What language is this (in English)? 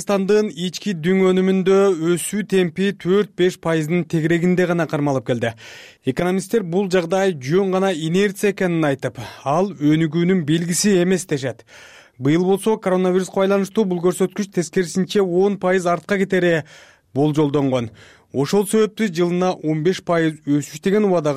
Kyrgyz